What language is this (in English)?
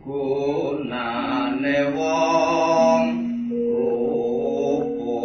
Javanese